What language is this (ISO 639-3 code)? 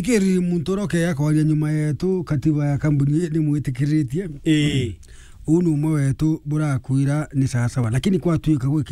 mer